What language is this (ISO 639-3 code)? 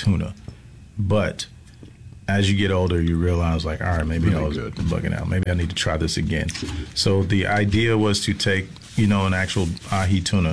eng